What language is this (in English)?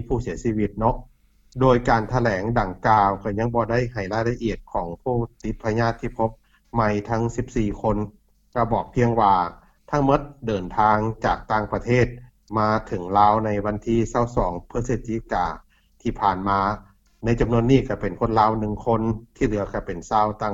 Lao